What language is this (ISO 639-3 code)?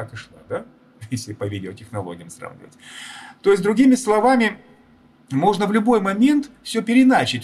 rus